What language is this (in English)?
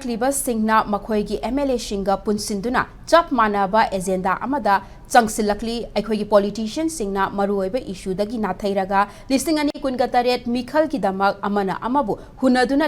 Manipuri